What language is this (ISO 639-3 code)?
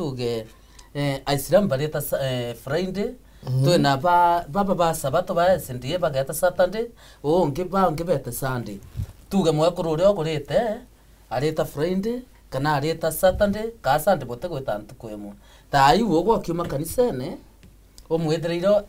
mer